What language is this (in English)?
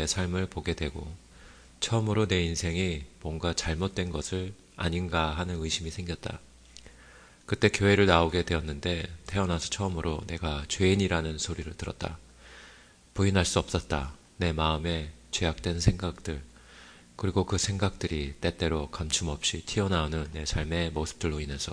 Korean